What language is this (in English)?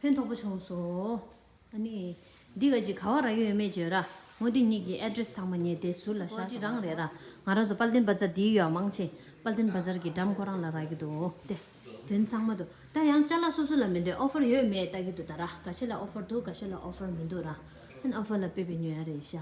Tibetan